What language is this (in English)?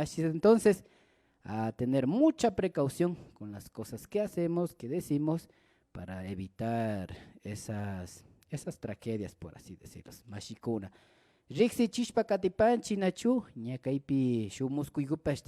Imbabura Highland Quichua